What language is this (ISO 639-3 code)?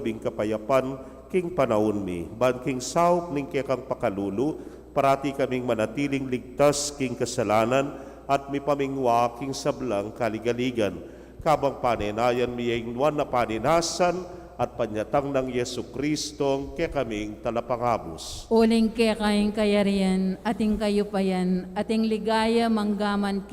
pam